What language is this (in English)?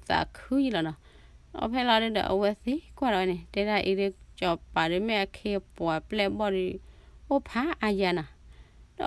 S'gaw Karen